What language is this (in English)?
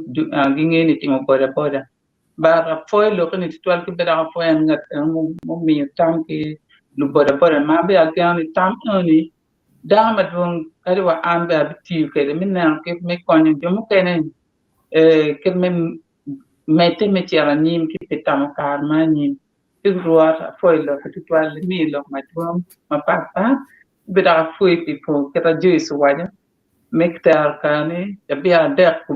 Acoli